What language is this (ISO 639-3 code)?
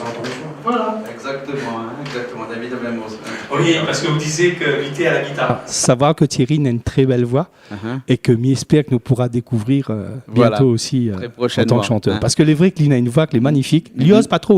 rcf